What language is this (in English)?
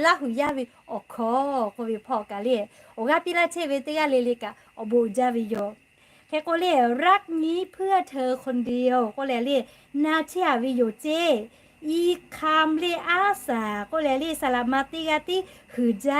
Lahu